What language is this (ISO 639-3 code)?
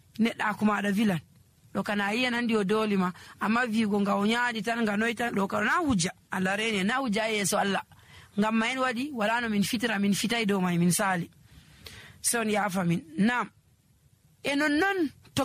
fuv